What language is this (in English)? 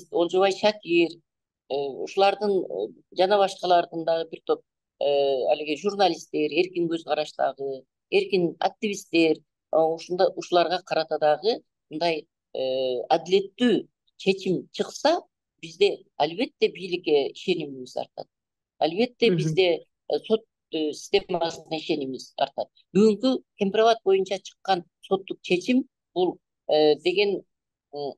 Kyrgyz